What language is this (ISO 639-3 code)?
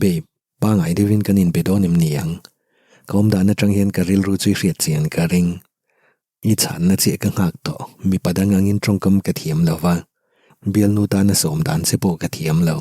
lus